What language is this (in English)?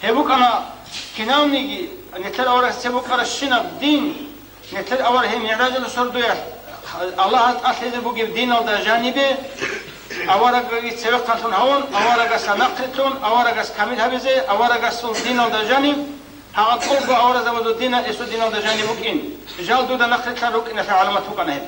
Avaric